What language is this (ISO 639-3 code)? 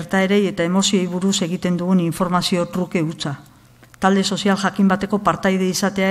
eus